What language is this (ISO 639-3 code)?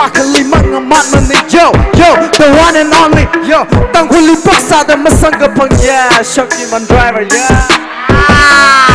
nmf